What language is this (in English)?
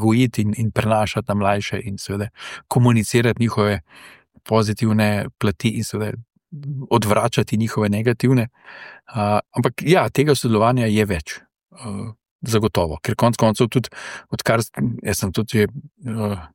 Slovenian